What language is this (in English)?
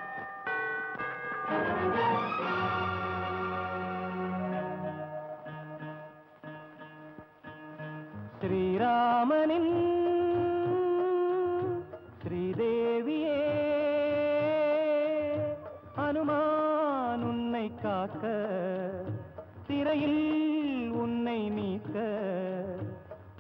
Tamil